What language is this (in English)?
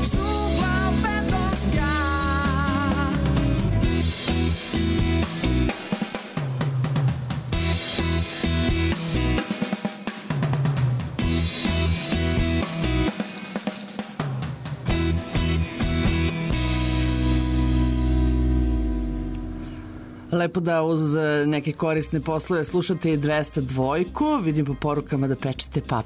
Serbian